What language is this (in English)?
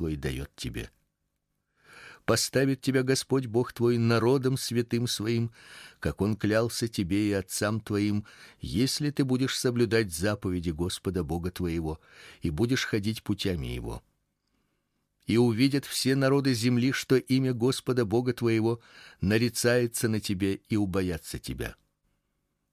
Russian